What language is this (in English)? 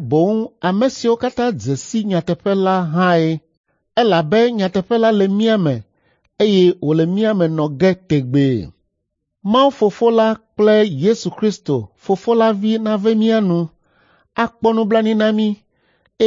Ewe